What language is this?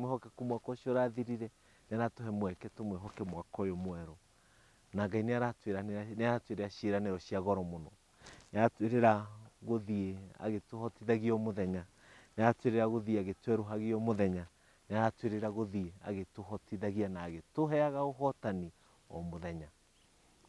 Kikuyu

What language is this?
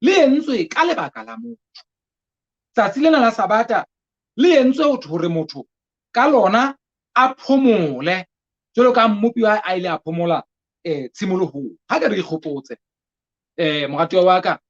Southern Sotho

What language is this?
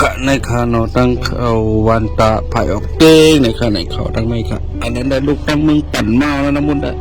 Shan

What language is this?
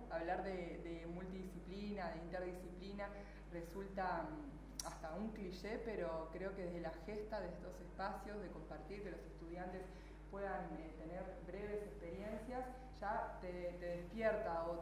Spanish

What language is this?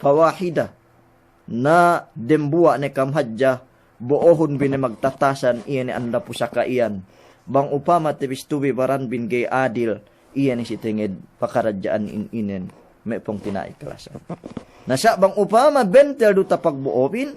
Yakan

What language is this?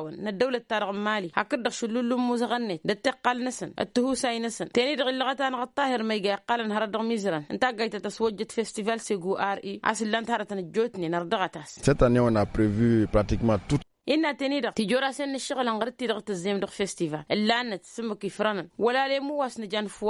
Tamasheq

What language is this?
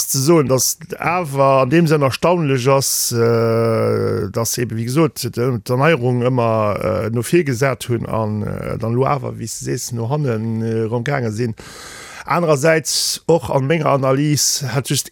Luxembourgish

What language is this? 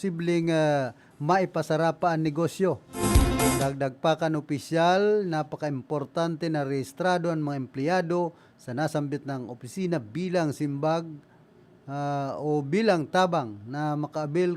Bikol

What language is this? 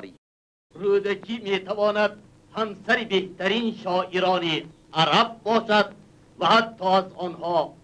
Tajik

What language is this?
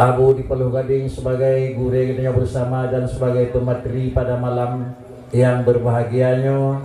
Achinese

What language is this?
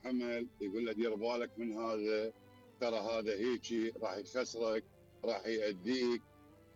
Mesopotamian Arabic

